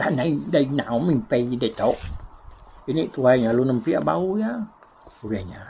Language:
Iban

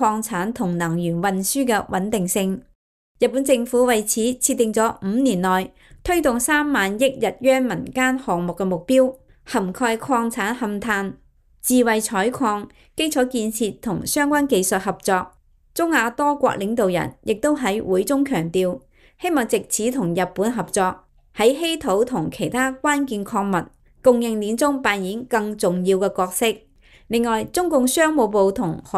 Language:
Cantonese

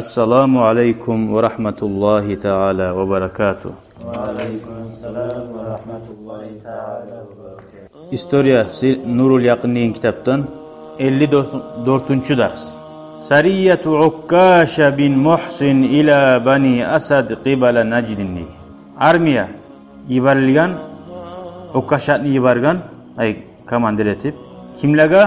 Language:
Kumyk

